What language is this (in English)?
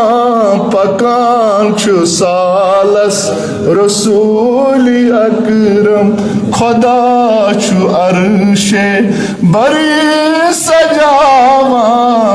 Kashmiri